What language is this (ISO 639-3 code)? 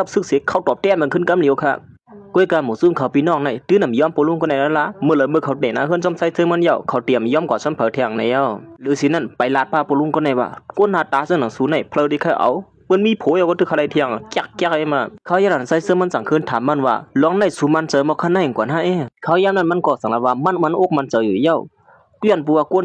shn